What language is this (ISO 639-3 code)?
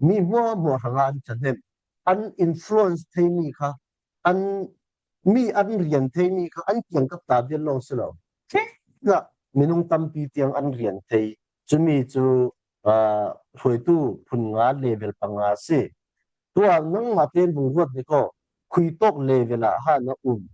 cfm